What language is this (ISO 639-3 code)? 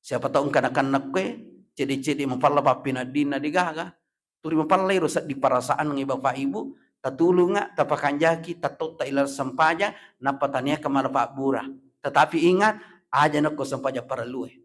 bug